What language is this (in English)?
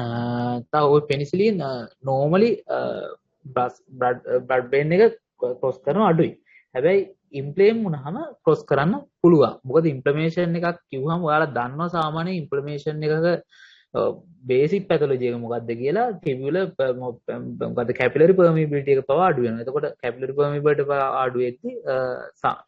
Sinhala